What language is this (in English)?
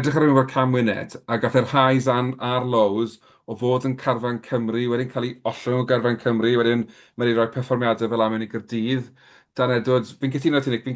Welsh